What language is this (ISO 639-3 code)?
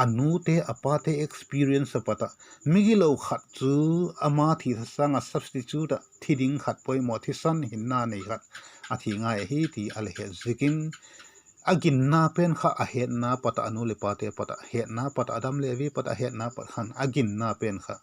vap